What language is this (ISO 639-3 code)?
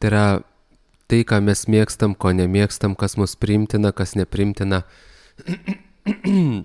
lit